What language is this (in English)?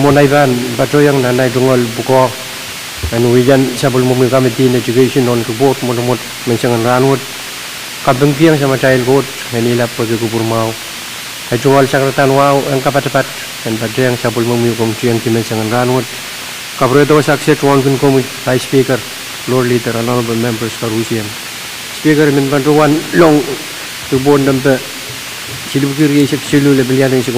Pohnpeian